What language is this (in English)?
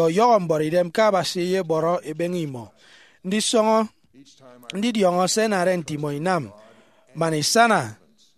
Efik